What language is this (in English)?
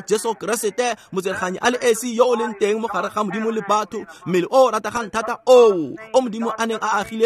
Tswana